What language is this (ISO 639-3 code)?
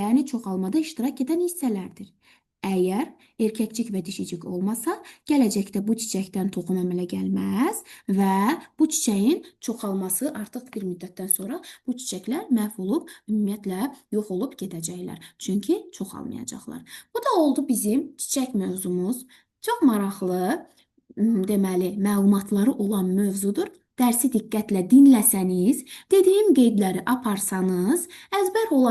aze